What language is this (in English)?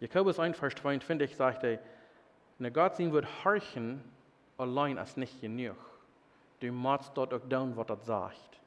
Plautdietsch